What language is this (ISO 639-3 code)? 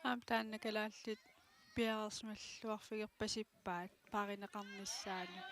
kal